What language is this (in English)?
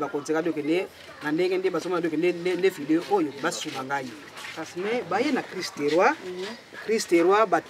Lingala